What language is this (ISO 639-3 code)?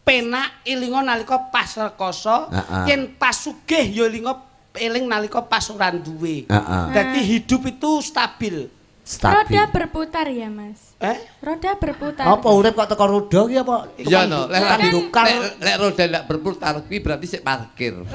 jav